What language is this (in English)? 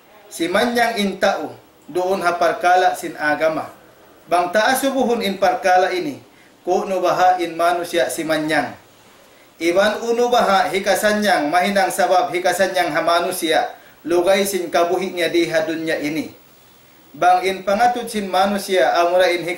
Tausug